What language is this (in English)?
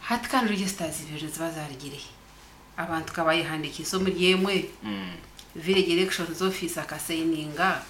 Nyankole